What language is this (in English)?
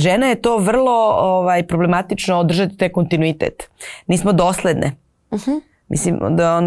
Serbian